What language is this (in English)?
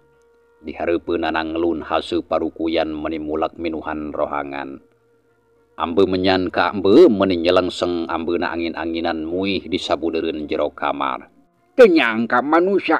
Sundanese